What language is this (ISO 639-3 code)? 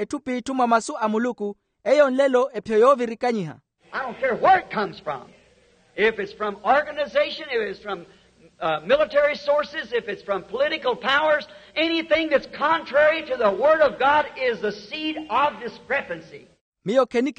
vmw